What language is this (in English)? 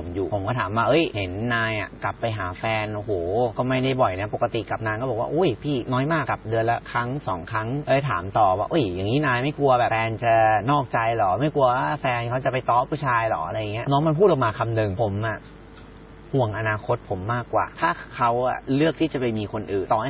Thai